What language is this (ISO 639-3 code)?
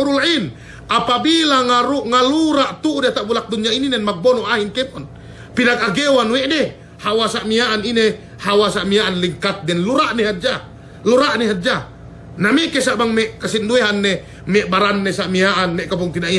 yka